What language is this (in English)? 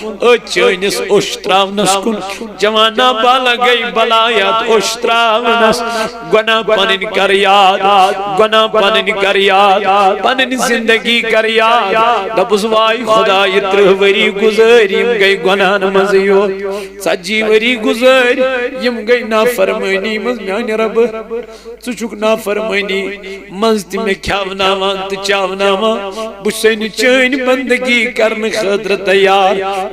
Kashmiri